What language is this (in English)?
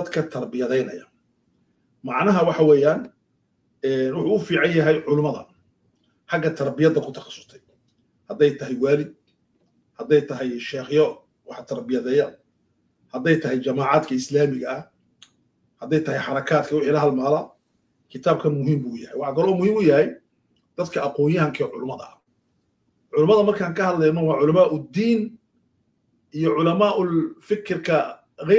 Somali